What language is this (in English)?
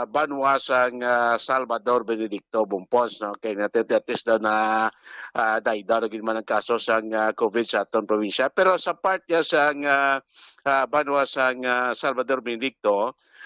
Hiligaynon